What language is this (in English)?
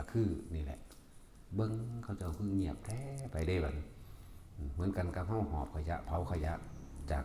Northeastern Thai